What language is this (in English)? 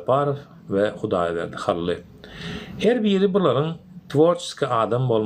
Turkmen